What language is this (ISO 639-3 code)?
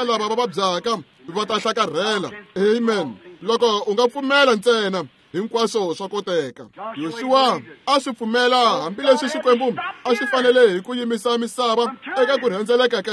tso